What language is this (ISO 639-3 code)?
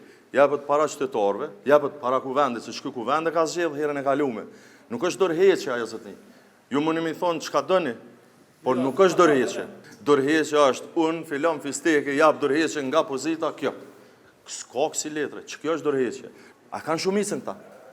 sqi